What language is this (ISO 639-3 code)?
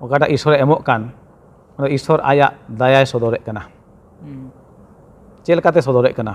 sat